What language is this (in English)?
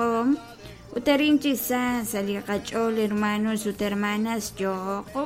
Kekchí